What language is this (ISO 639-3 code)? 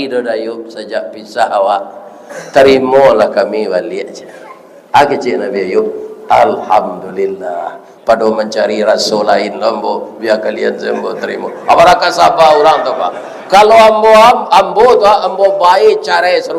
min